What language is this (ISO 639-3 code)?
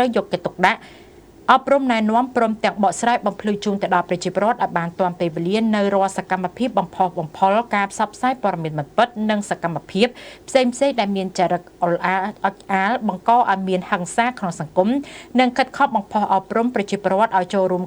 khm